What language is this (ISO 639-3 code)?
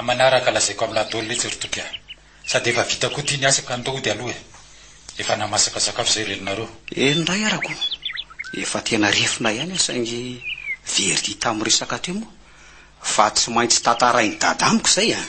mlg